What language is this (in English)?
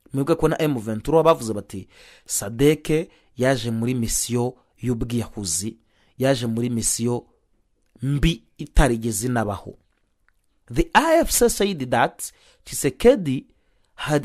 Kinyarwanda